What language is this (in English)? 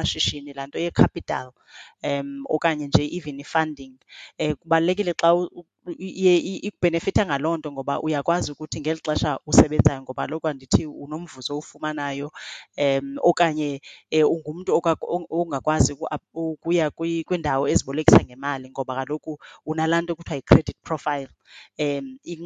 Xhosa